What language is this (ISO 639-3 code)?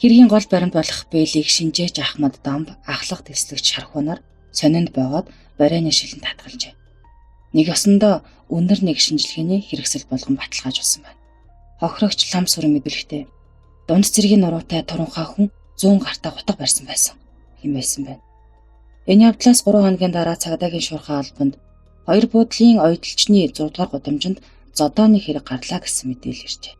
mon